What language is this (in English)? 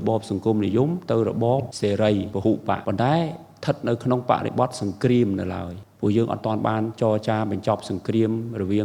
Khmer